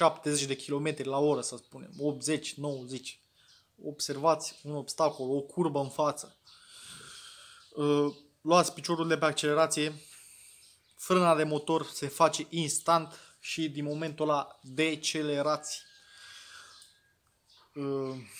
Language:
Romanian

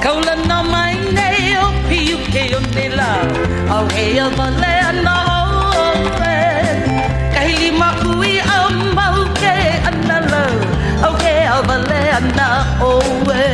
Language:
Hawaiian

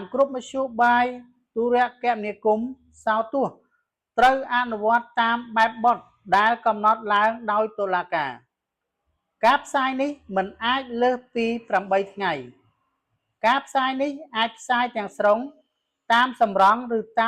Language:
Khmer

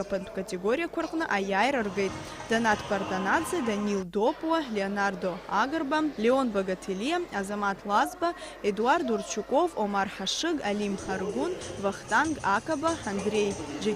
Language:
Abkhazian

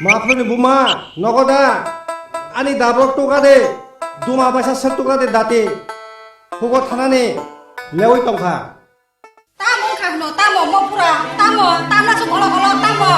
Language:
Kok Borok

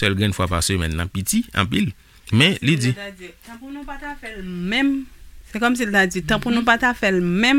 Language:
Haitian Creole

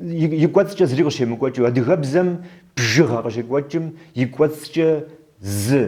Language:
Kabardian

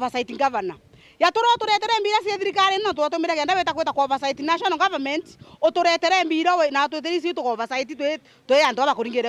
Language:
Meru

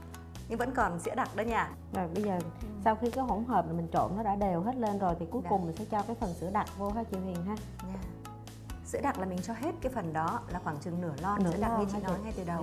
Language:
Vietnamese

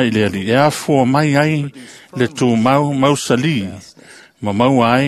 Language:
Samoan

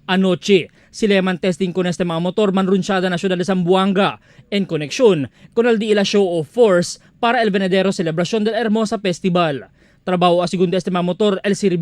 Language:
Chavacano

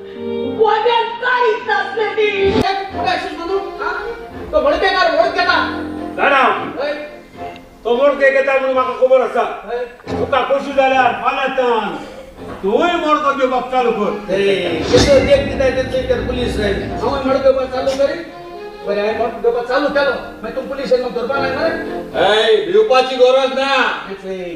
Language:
Konkani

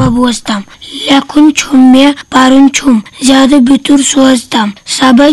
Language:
Kashmiri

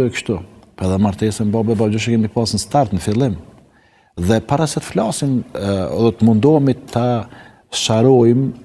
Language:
Albanian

